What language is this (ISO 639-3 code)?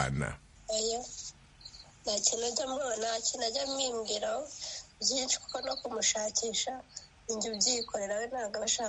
kin